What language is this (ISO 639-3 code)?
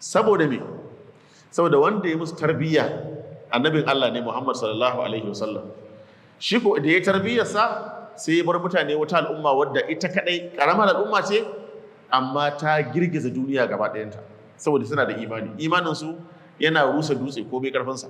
hau